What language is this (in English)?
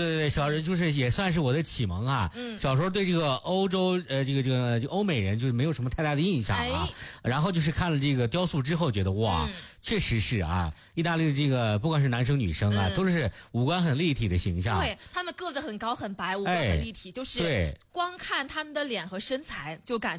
Chinese